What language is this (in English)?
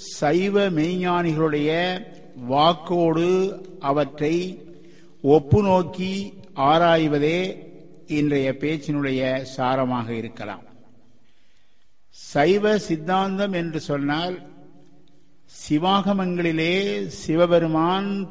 Tamil